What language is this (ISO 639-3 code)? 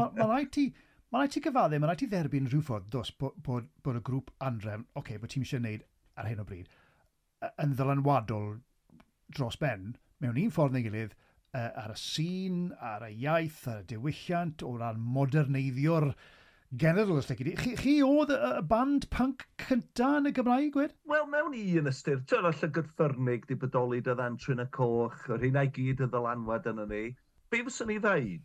cym